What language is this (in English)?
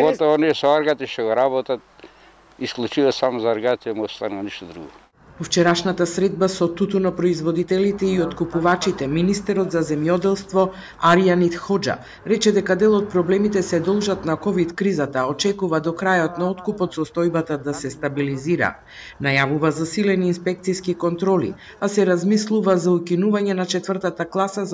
Macedonian